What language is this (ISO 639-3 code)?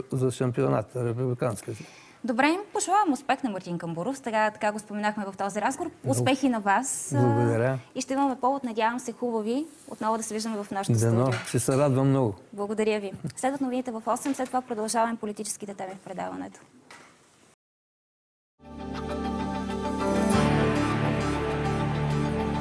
bul